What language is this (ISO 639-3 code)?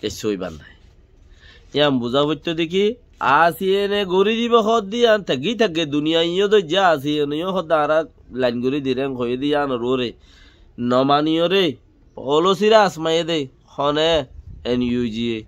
rhg